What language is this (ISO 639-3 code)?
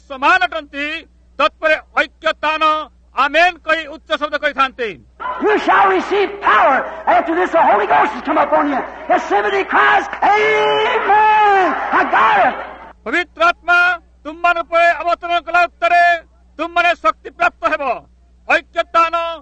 ori